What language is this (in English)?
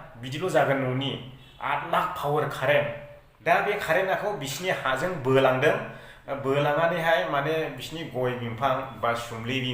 Bodo